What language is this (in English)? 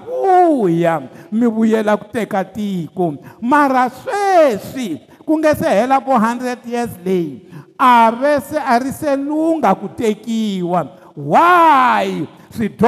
Tsonga